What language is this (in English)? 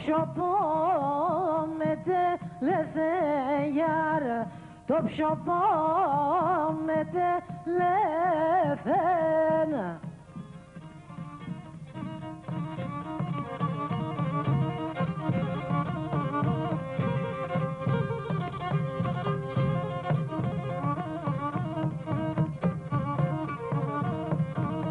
Greek